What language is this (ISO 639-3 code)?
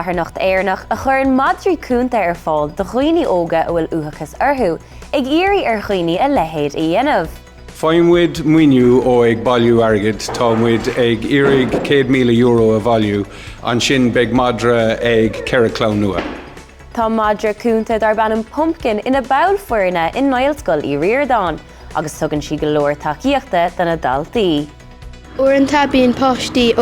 gle